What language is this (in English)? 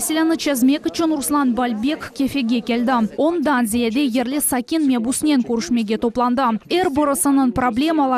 Crimean Tatar